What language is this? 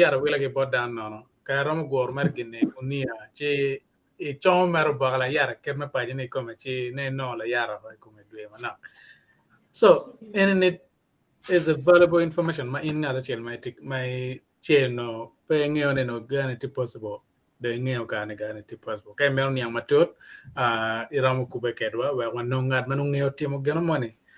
Acoli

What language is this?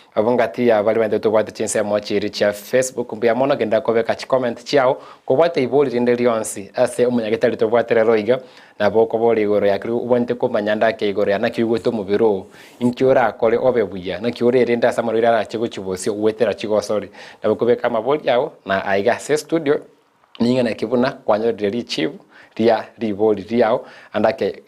Gusii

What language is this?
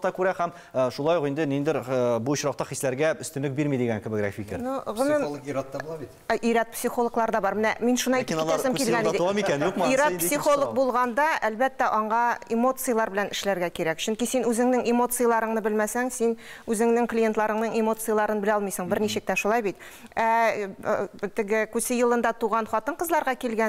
Tatar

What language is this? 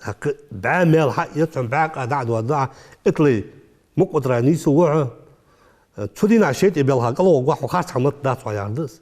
Ingush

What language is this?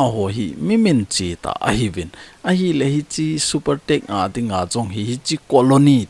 Thado Chin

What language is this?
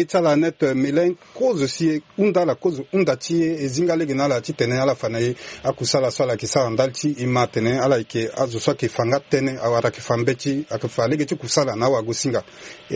Sango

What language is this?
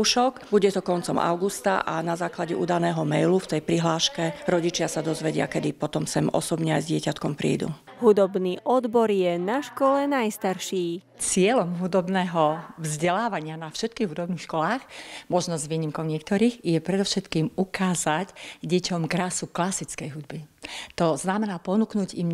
Slovak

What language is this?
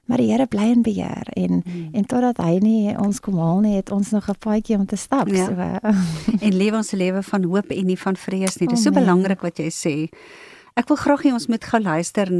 Afrikaans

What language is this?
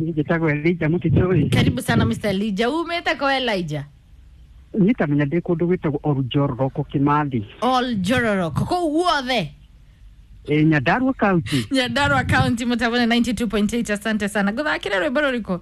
Kikuyu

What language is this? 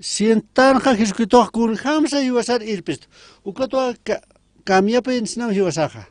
Aymara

